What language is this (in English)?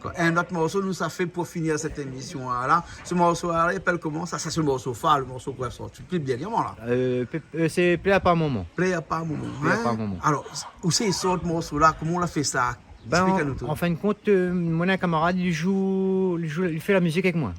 Réunion Creole French